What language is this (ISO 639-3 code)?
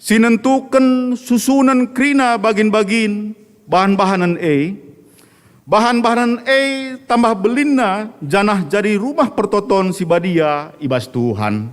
btx